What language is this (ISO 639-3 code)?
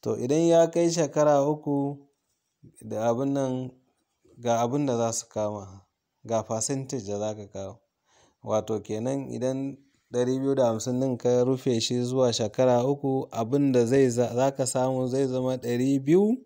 hau